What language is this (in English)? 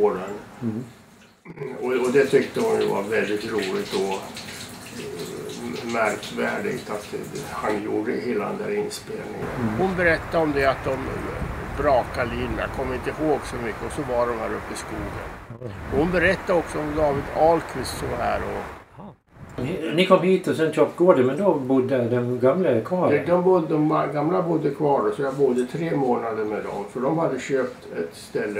Swedish